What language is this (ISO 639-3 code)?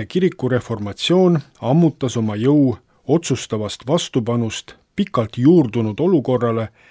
est